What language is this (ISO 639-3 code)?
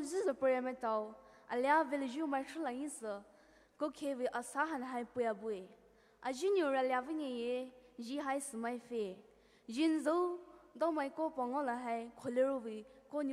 pmx